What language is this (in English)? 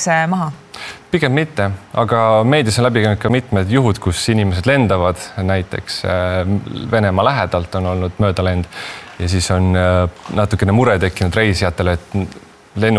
Estonian